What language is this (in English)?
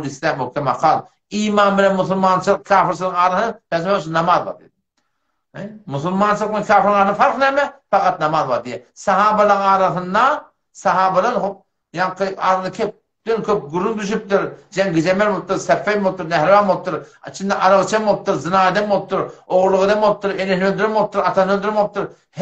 Turkmen